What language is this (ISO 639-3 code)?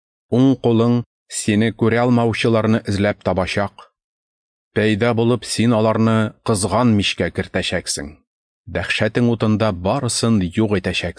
tat